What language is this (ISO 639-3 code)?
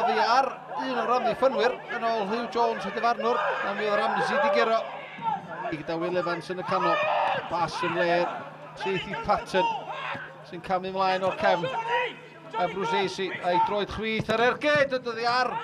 cym